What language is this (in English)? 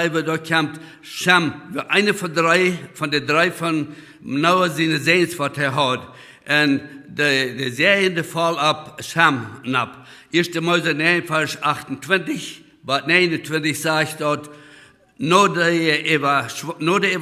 Plautdietsch